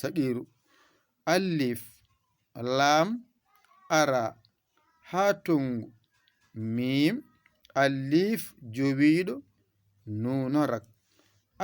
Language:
Fula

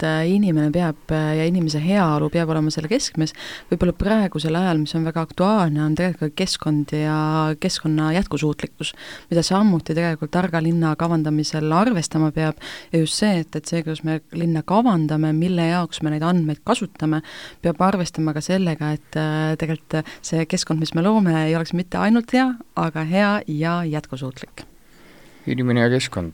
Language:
Estonian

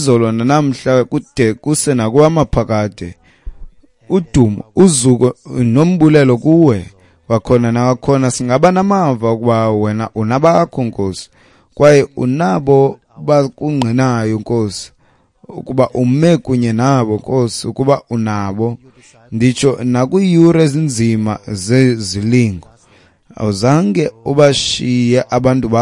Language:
Xhosa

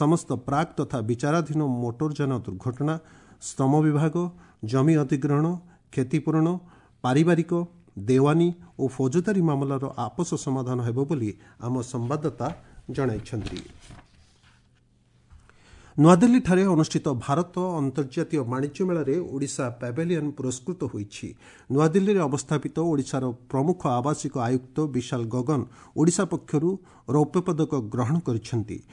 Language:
Odia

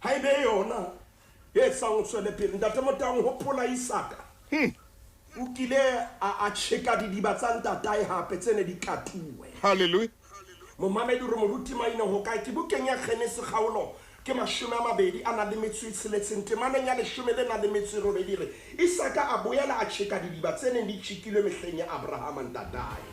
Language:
Southern Sotho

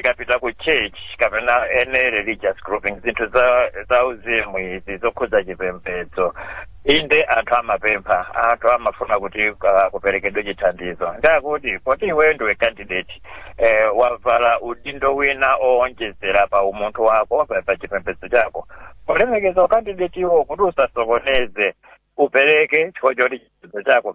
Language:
Nyanja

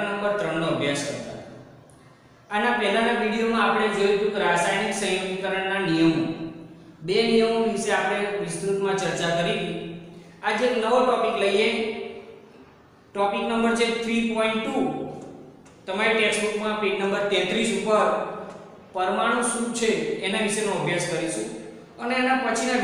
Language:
Gujarati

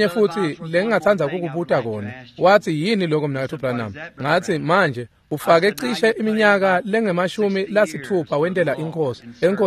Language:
Swati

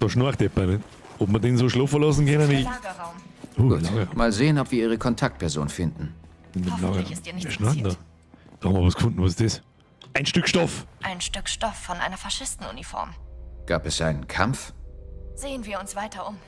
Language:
Bavarian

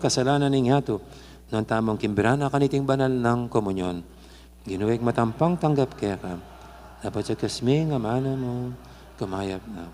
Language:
Pampanga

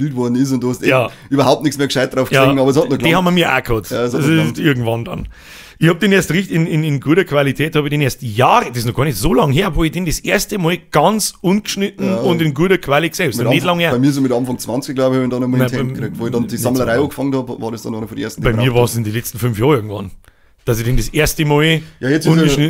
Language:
Bavarian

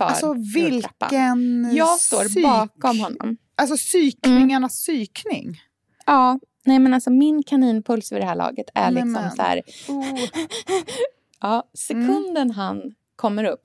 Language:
Swedish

